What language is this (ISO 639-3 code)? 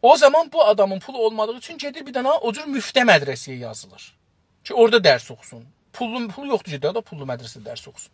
azb